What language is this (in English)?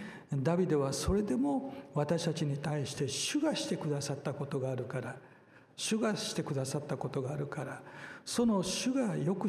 Japanese